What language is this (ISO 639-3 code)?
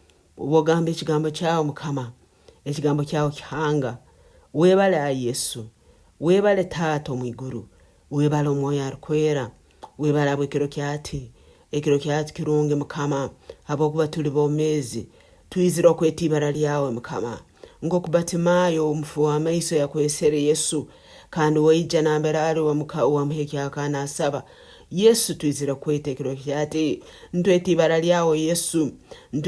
nyn